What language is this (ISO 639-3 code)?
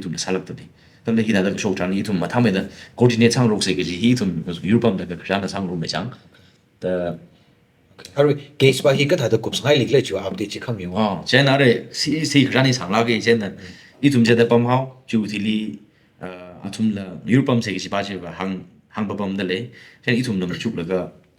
nmf